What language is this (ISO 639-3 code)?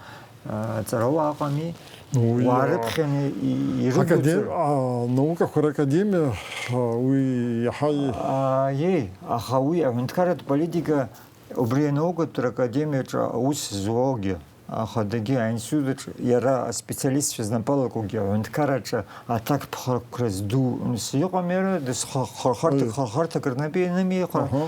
abk